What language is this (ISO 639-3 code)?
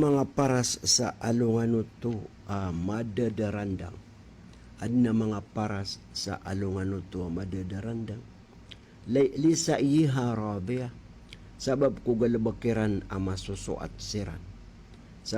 mrw